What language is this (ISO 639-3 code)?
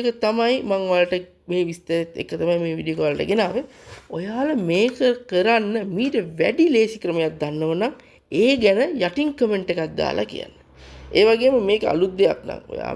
sin